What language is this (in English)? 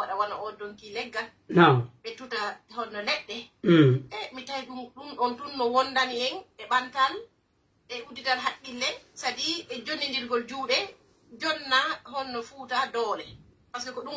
Pular